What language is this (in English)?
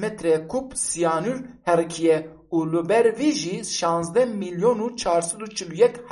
Kurdish